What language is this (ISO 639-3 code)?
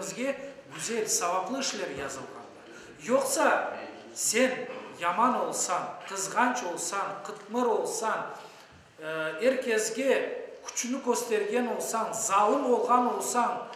crh